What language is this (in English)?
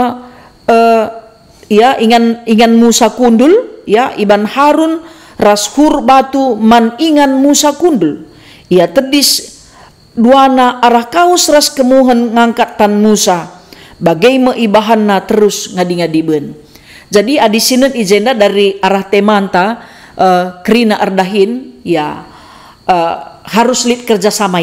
Batak Karo